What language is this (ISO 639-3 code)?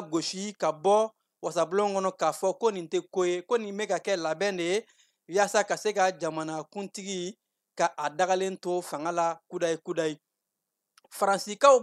bam